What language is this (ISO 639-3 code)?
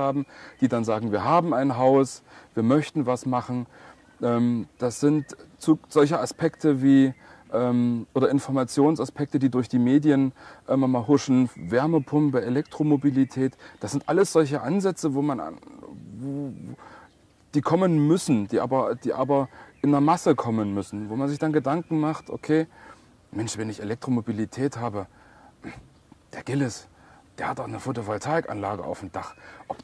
deu